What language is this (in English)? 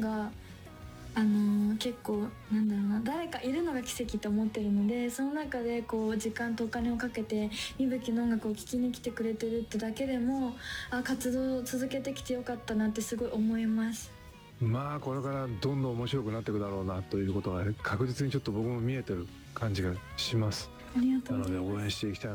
Japanese